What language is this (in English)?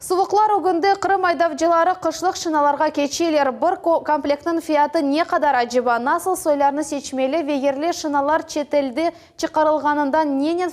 Crimean Tatar